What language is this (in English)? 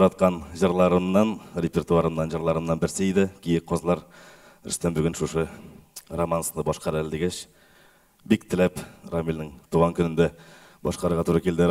Tatar